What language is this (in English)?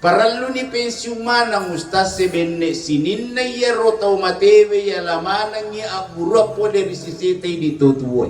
Buginese